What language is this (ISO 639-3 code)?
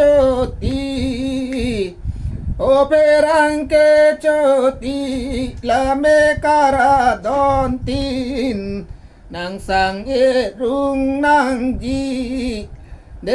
mjw